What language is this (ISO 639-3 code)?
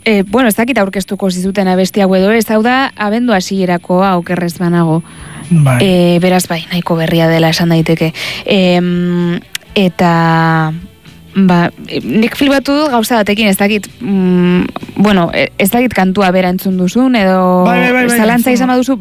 eus